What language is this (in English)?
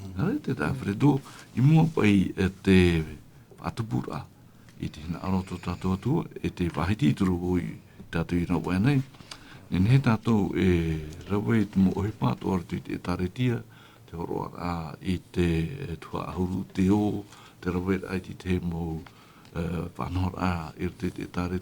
Tahitian